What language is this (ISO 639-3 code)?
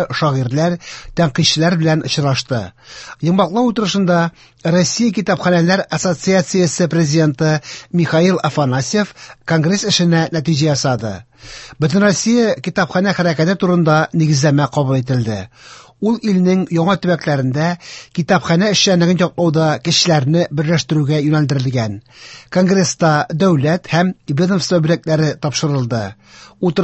tat